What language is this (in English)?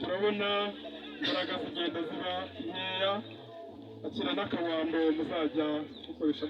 Kinyarwanda